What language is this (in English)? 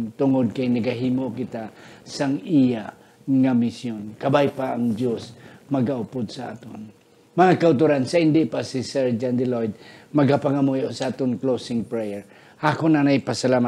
Hiligaynon